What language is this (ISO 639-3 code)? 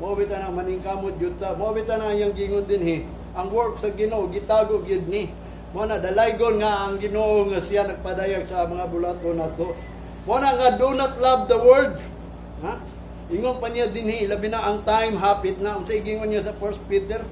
ceb